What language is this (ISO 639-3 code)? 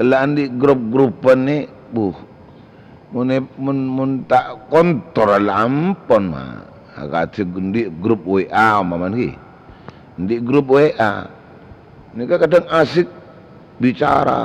mad